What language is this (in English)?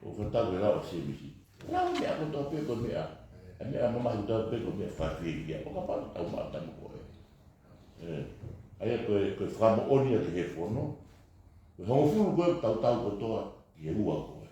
Tongan